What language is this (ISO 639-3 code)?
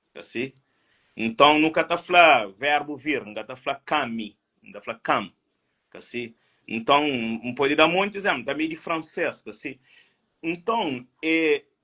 kea